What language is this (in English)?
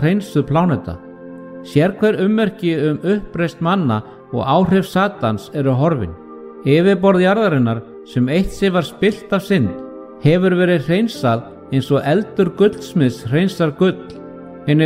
Icelandic